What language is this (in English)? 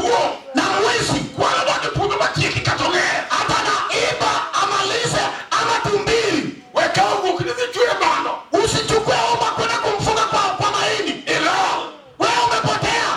Luo (Kenya and Tanzania)